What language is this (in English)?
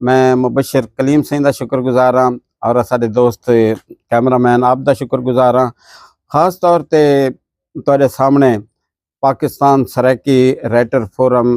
Saraiki